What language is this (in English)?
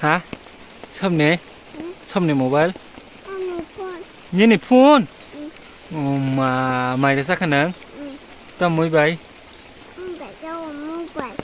Kok Borok